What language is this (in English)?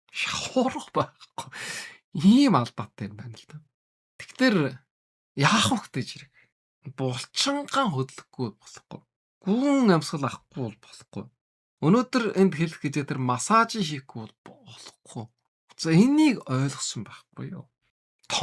Mongolian